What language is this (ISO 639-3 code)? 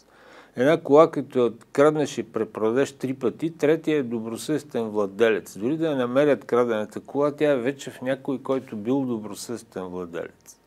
bul